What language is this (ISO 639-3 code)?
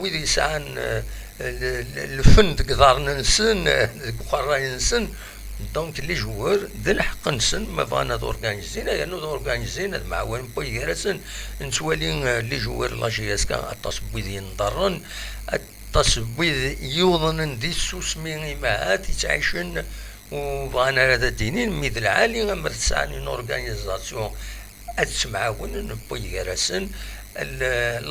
kab